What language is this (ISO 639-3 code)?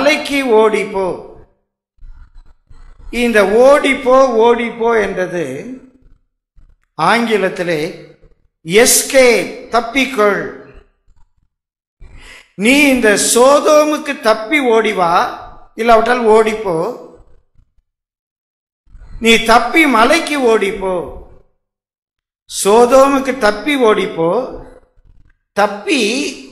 tam